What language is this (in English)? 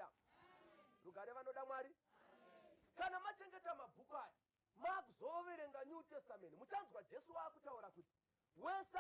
Shona